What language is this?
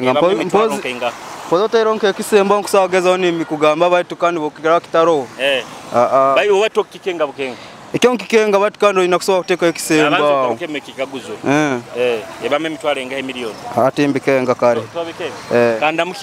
Nyoro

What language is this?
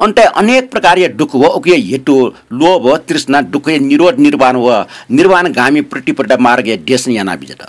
Newari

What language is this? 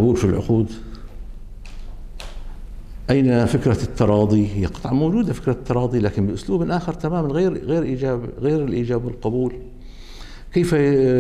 Arabic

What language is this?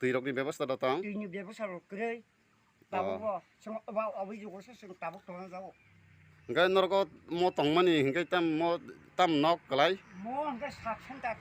Kok Borok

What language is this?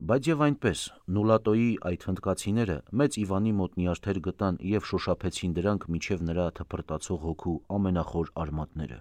Armenian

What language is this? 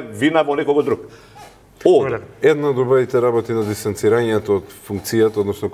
Macedonian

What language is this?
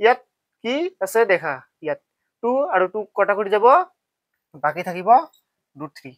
Assamese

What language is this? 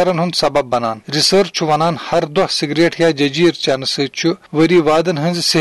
Kashmiri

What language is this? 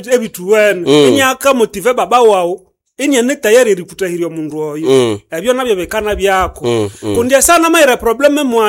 Nande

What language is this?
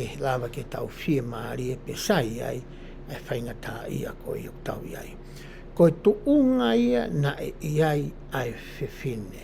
Tongan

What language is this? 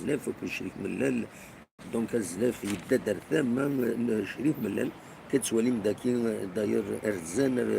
Kabyle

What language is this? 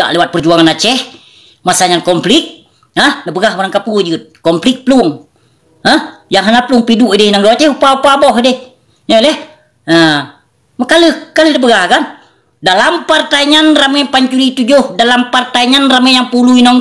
Achinese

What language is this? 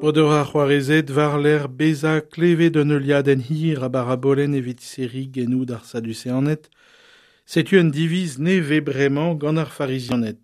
Breton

